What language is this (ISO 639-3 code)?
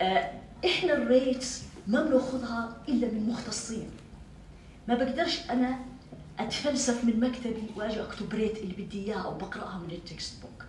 apc